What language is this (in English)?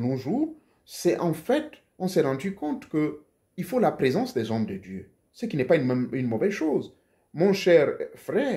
French